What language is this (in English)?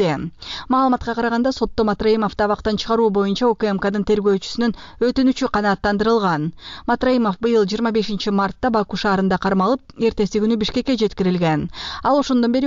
Kyrgyz